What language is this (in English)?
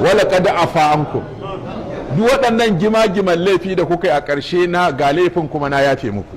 Hausa